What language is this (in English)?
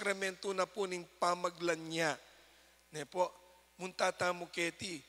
Pampanga